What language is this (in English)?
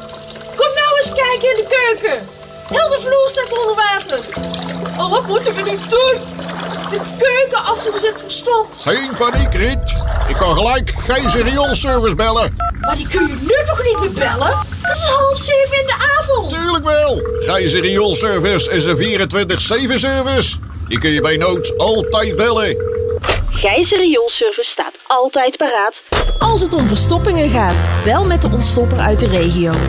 Dutch